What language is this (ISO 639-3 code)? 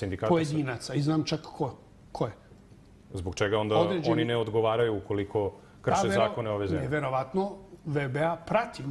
srp